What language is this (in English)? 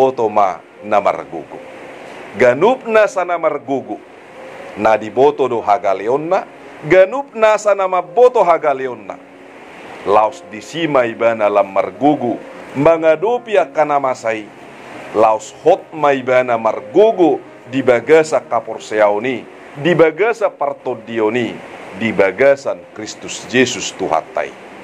Batak Toba